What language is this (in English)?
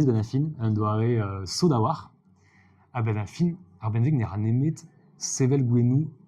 Breton